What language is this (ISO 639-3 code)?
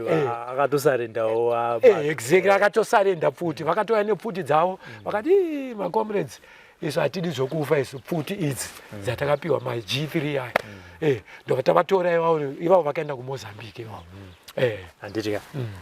sna